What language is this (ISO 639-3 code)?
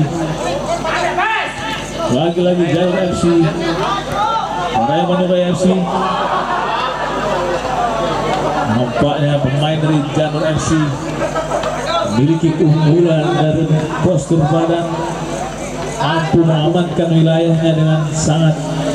ind